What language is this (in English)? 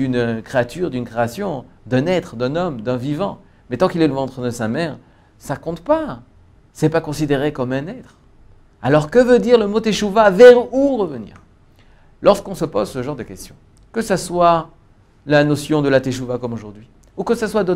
French